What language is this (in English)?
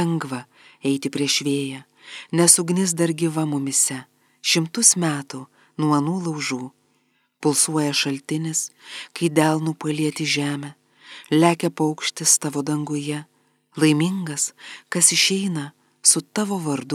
Lithuanian